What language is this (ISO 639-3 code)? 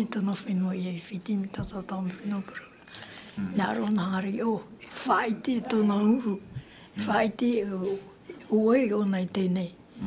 tah